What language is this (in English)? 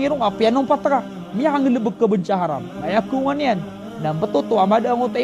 Maranao